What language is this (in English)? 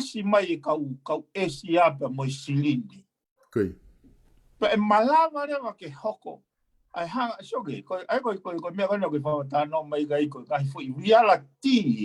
Tongan